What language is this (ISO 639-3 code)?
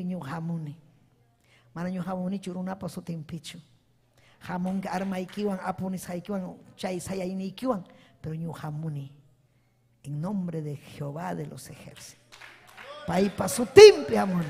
quy